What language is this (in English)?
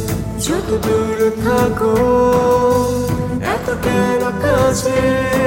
Bangla